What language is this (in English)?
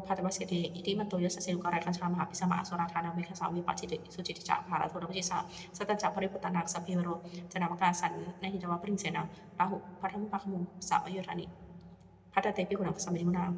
Pali